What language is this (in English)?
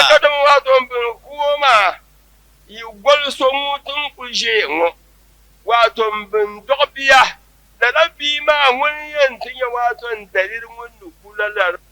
Dagbani